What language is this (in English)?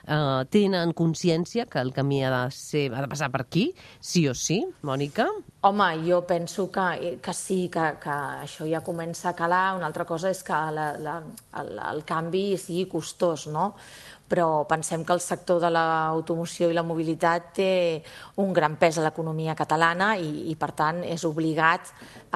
Catalan